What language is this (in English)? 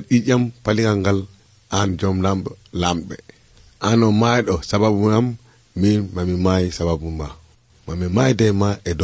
Nigerian Fulfulde